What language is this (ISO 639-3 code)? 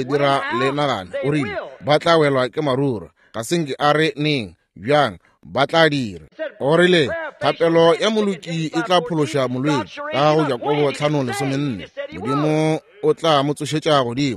nso